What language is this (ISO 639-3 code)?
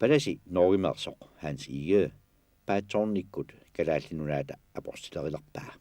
kal